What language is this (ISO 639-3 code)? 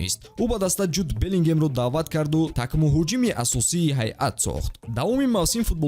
tgk